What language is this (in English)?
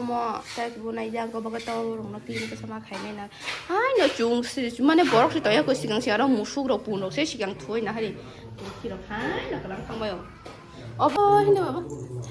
Kok Borok